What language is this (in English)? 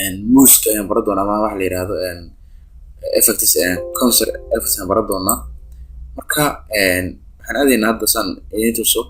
Somali